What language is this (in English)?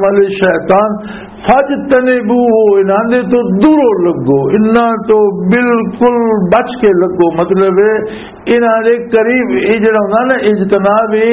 Western Panjabi